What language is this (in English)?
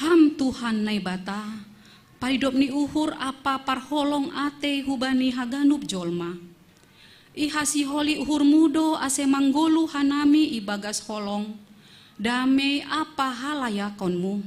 Batak Simalungun